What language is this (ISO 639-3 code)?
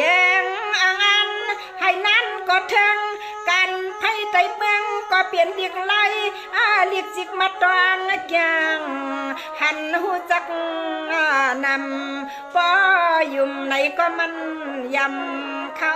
shn